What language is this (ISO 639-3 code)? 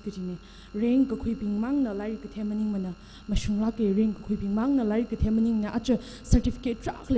nmf